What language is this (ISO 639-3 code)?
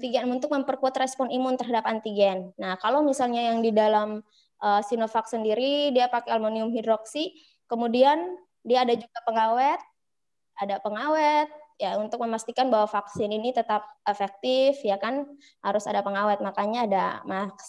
ind